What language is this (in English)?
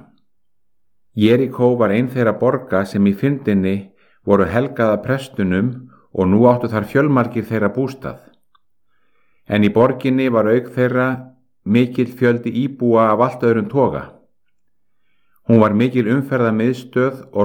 Icelandic